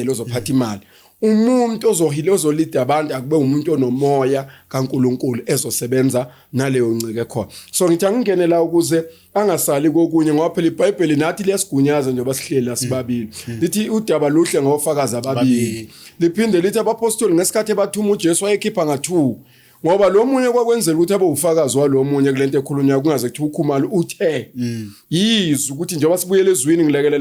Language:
Zulu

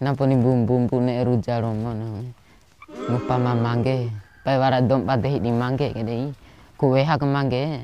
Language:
Bima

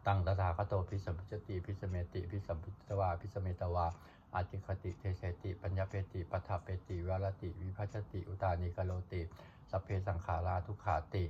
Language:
Pali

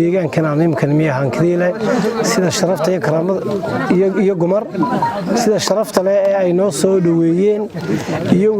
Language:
Somali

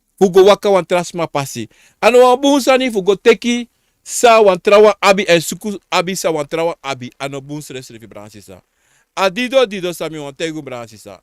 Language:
Sranan Tongo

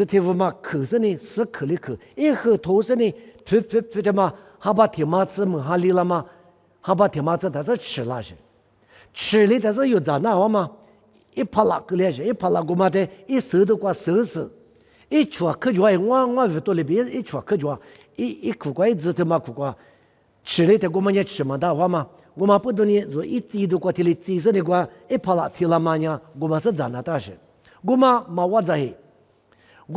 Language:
Lisu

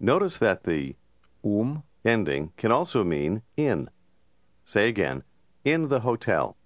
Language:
Armenian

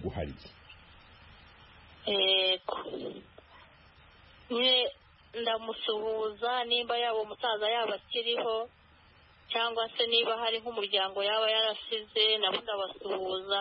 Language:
Kinyarwanda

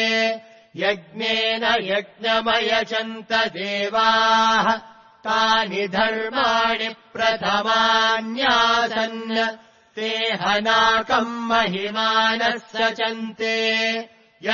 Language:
Sanskrit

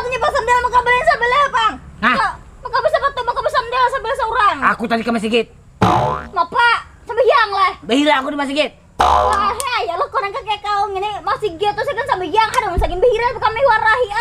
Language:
Banjar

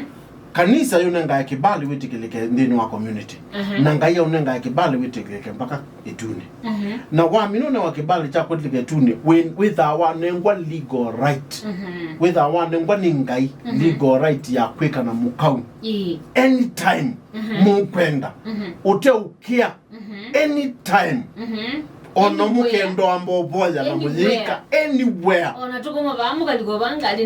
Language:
Kamba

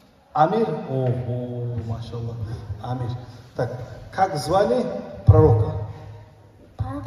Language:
Kumyk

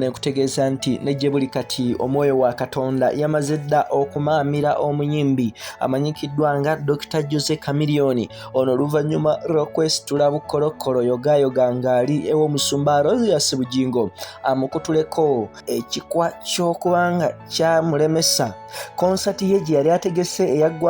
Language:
Ganda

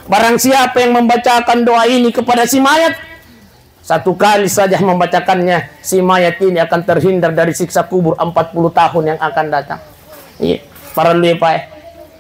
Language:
Buginese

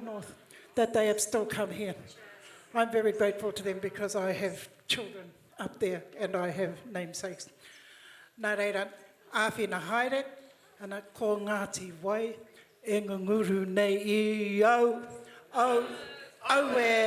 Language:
Māori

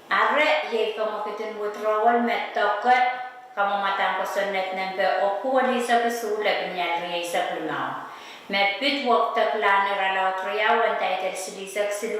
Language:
Pohnpeian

